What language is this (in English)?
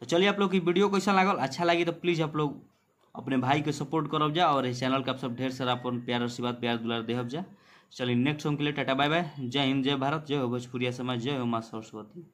Bhojpuri